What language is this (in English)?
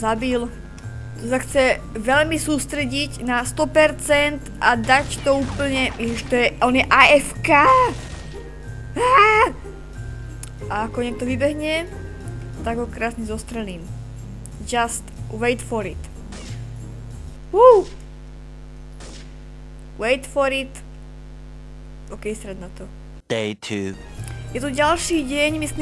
Slovak